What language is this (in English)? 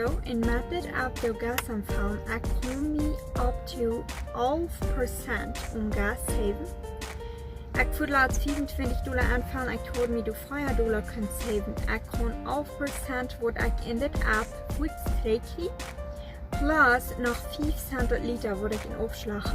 Plautdietsch